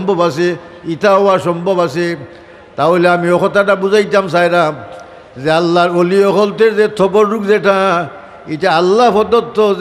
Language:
Sylheti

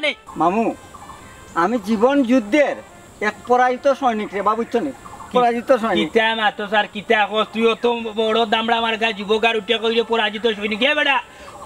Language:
Sylheti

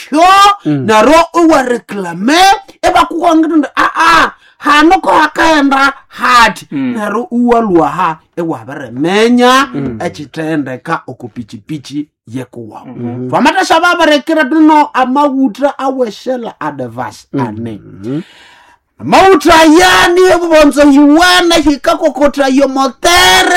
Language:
Nande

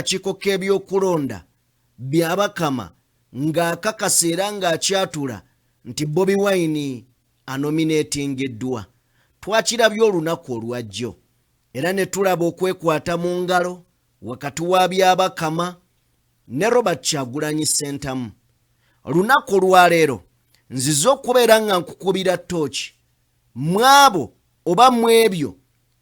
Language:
Ganda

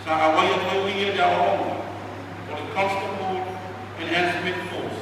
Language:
Samoan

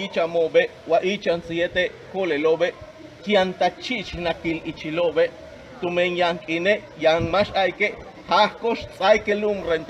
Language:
Yucateco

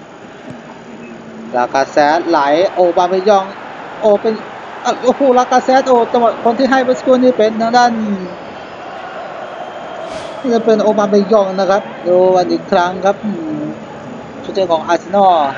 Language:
Thai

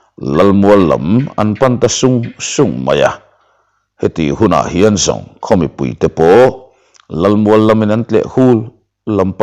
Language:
Mizo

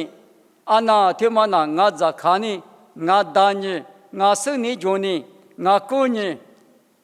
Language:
Lisu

